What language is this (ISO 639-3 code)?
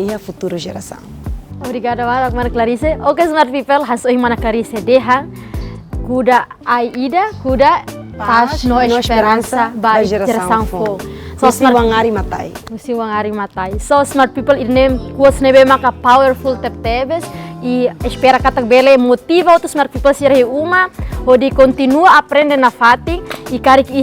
tet